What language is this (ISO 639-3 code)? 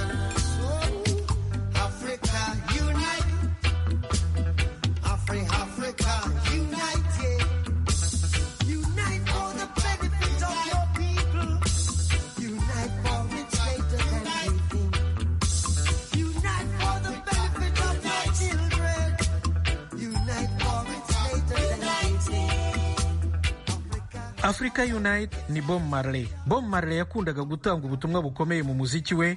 kin